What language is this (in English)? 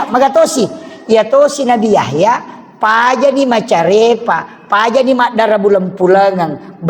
Buginese